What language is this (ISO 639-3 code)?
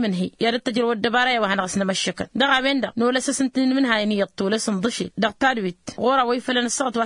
taq